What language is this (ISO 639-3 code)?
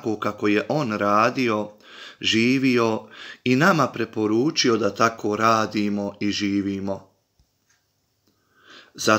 bos